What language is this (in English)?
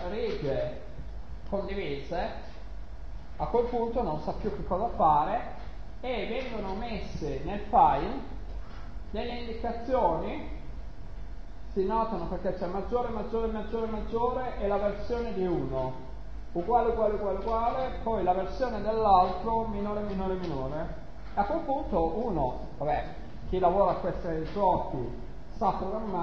Italian